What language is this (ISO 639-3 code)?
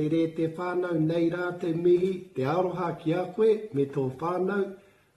mri